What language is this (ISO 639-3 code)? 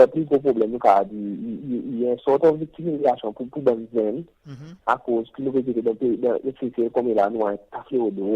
crs